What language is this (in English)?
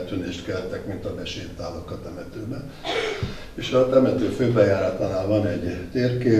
Hungarian